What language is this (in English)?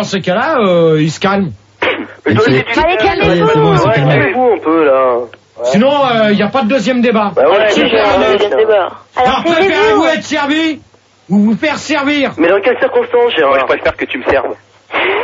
French